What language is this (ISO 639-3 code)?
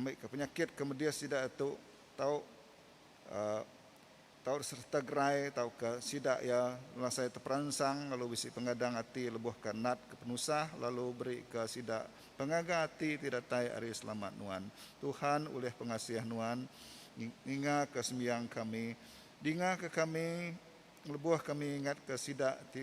iba